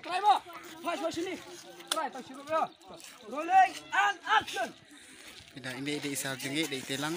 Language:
Khasi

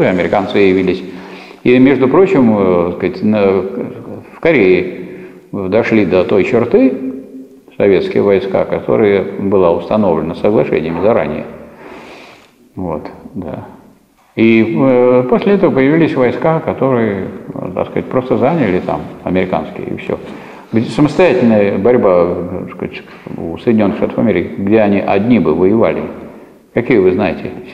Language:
Russian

